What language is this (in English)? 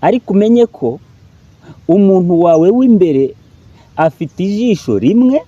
Kinyarwanda